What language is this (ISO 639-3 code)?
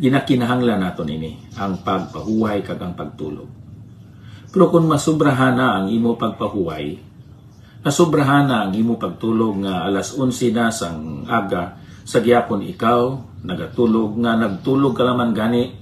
hil